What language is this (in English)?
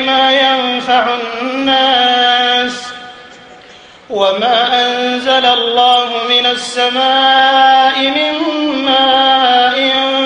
Arabic